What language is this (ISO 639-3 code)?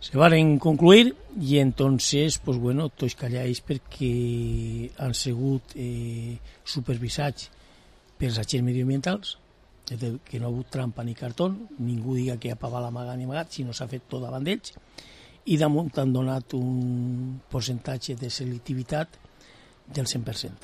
cat